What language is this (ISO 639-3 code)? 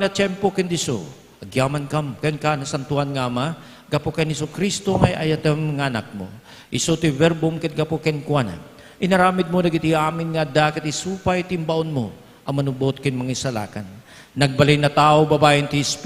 ilo